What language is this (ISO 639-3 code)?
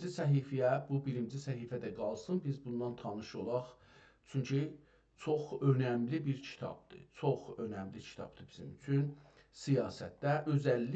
azb